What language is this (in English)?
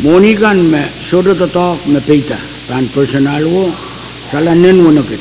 Pohnpeian